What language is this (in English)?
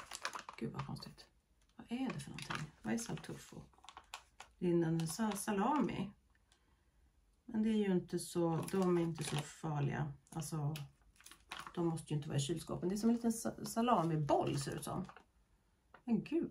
Swedish